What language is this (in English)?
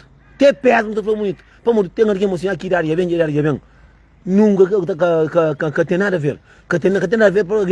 Kabuverdianu